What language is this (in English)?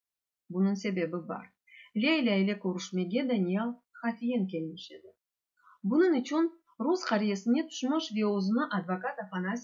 Crimean Tatar